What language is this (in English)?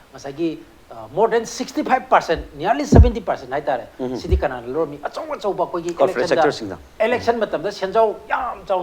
Manipuri